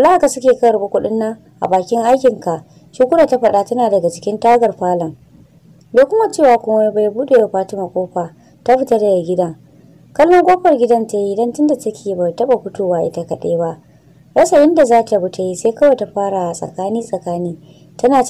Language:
Hausa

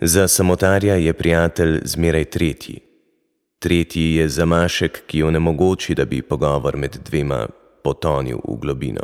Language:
Slovenian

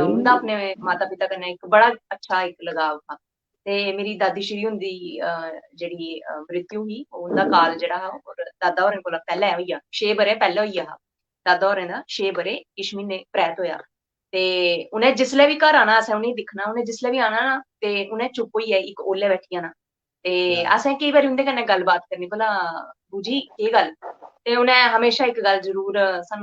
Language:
Dogri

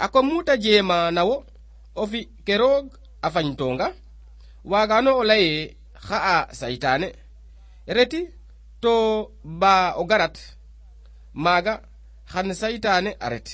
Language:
Serer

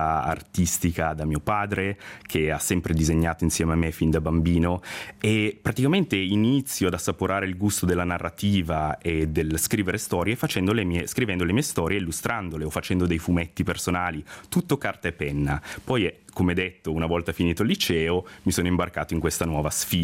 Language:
Italian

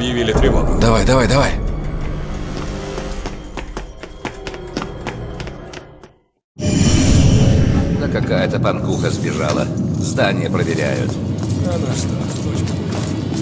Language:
Russian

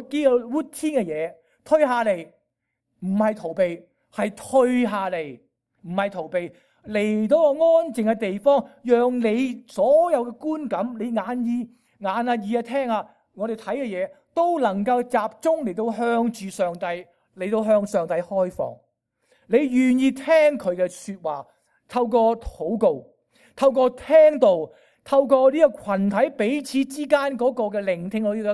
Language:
Cantonese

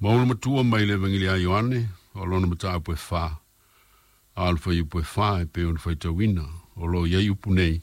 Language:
Samoan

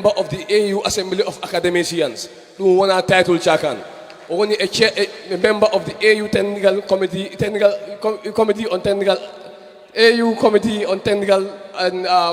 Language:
Fula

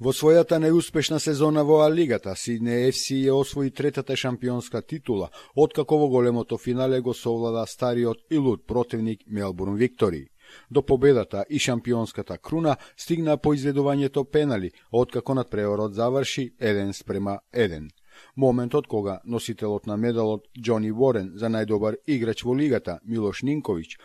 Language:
Macedonian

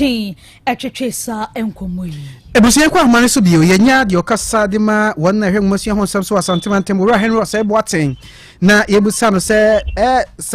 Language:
Akan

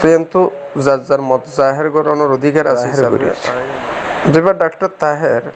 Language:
Rohingya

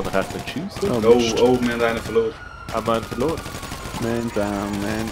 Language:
Swiss German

